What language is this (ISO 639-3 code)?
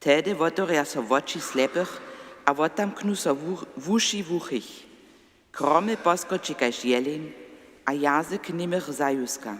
hsb